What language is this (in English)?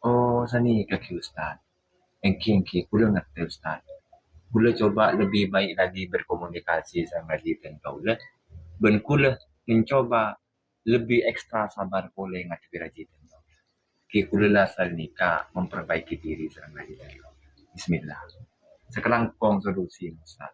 Madurese